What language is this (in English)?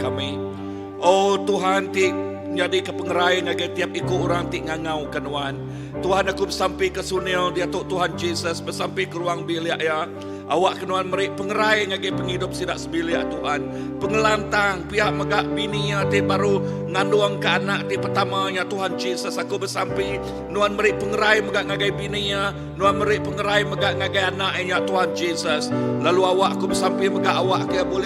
Iban